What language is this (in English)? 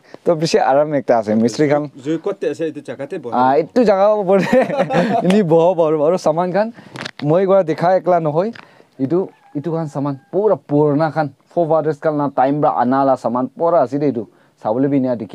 Naga Pidgin